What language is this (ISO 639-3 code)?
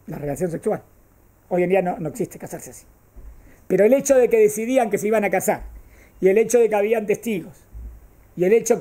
spa